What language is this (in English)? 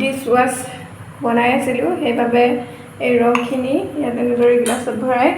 Assamese